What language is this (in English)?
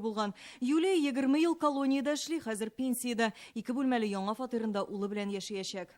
Tatar